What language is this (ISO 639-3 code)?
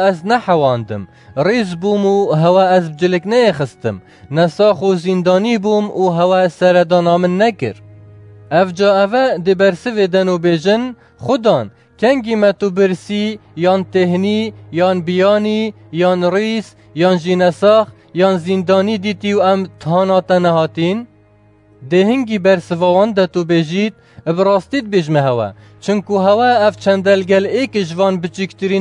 kur